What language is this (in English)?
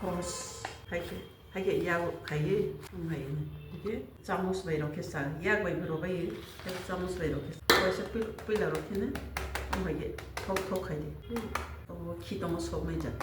Kok Borok